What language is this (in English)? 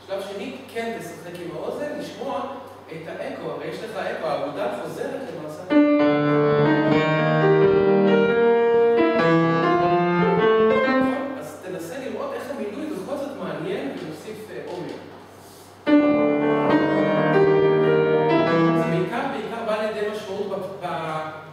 Hebrew